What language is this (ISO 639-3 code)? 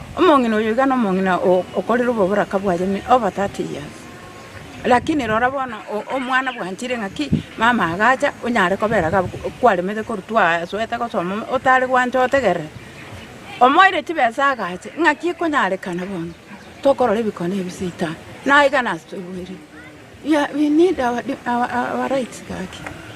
guz